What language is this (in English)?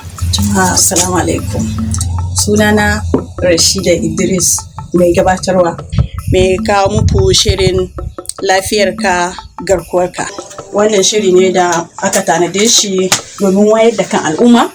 Hausa